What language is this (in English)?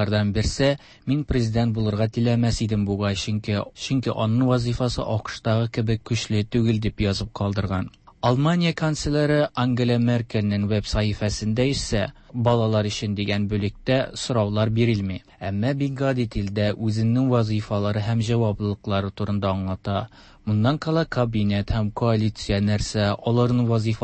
Tatar